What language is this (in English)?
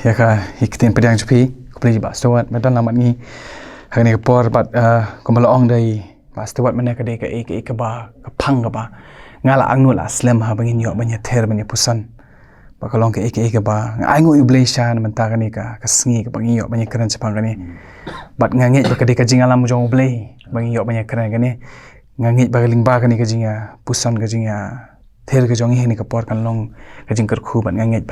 Khasi